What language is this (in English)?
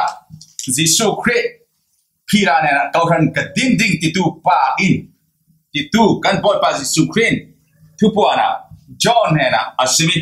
Falam Chin